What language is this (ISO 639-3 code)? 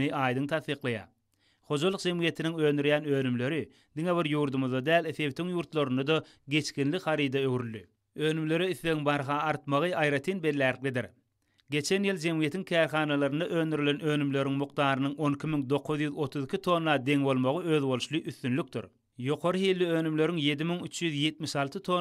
tuk